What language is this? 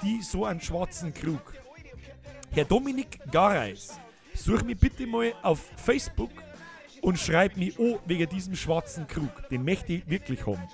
Bavarian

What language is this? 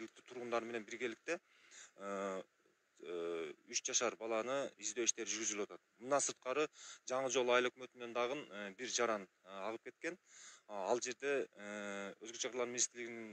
Kyrgyz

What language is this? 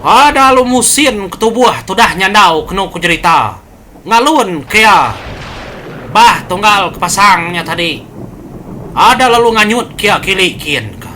Iban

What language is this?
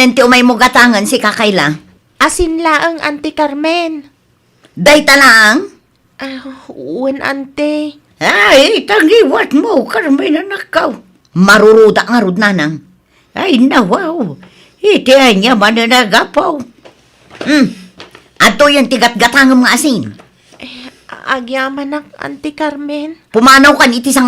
Iloko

